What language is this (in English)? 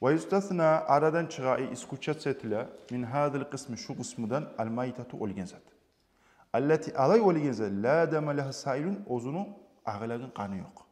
Kumyk